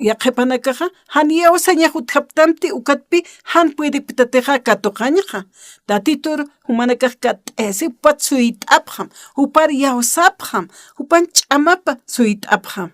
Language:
Aymara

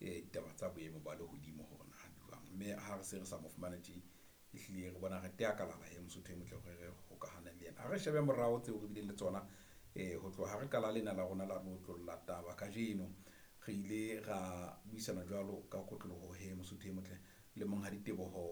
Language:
Southern Sotho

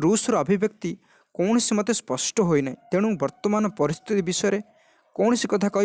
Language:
Odia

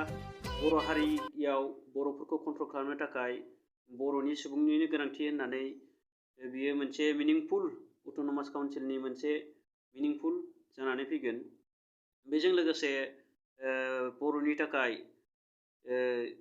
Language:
Bodo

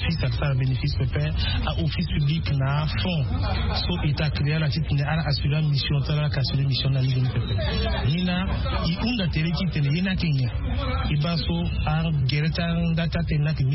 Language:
Sango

